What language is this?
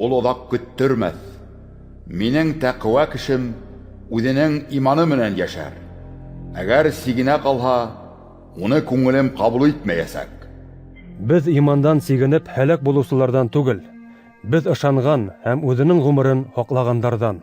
Bashkir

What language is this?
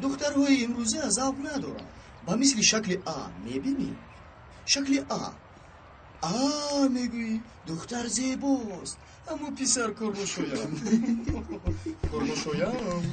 Tajik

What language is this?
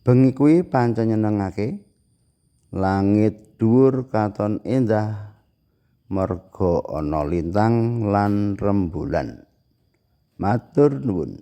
Javanese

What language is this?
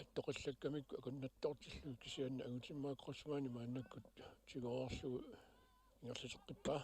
Kalaallisut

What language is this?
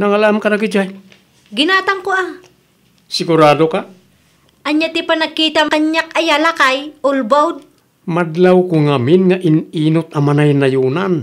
Iloko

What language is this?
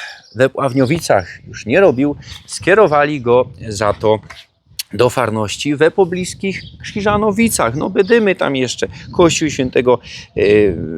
Silesian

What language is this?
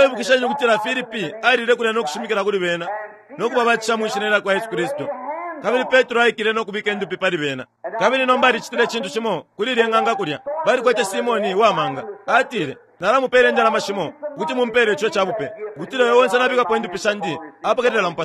Bemba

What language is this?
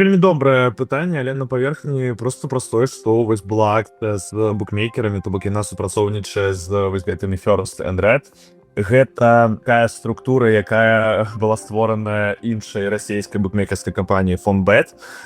Belarusian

